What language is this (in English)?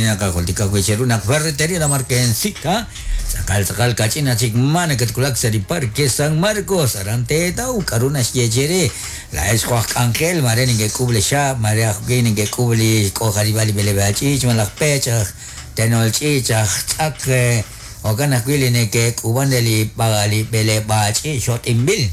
Kekchí